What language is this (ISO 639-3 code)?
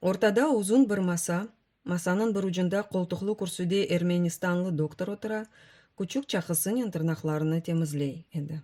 crh